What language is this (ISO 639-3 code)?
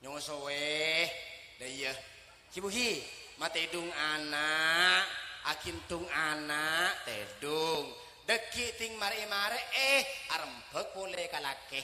mad